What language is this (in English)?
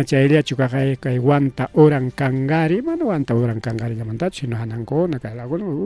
Ayacucho Quechua